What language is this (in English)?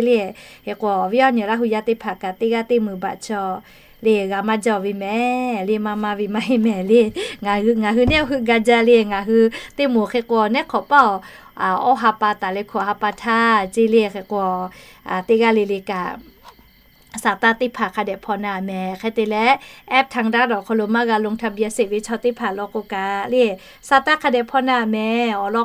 Lahu